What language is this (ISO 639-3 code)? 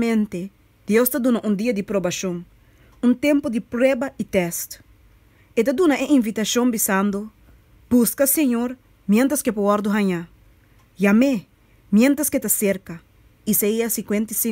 pap